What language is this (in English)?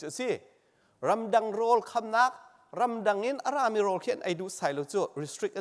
Hakha Chin